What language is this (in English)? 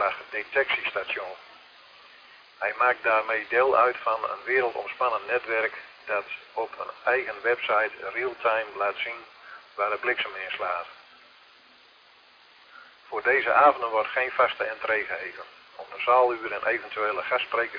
Dutch